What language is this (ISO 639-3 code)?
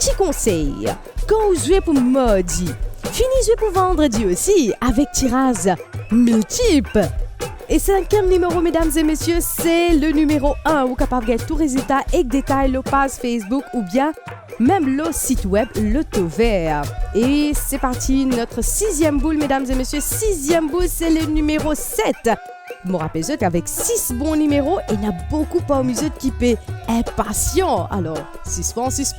mfe